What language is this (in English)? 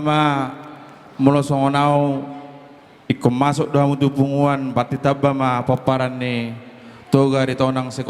Batak Toba